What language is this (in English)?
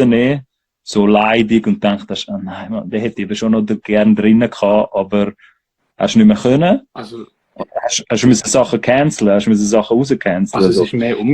Swiss German